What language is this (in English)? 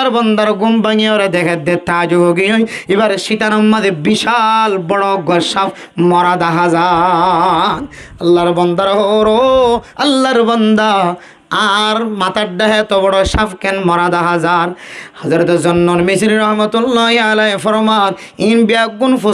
Rohingya